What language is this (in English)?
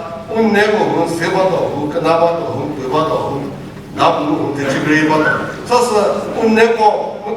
Chokri Naga